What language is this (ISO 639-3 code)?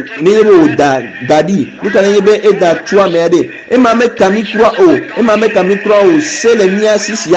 ewe